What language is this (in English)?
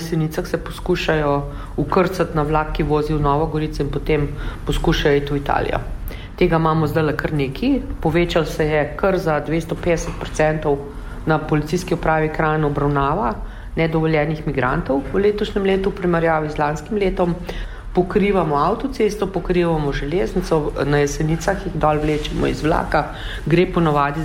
Slovenian